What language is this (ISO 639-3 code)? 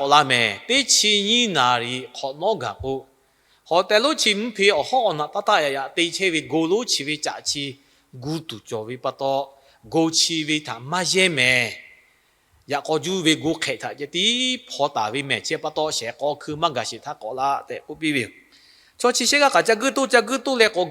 lhu